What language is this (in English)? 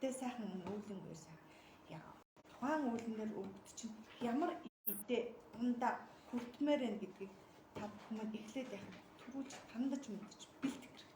Mongolian